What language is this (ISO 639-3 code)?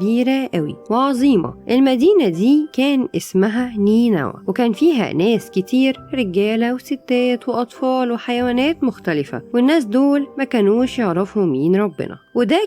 arz